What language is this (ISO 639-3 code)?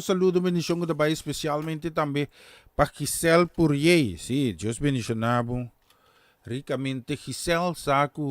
pap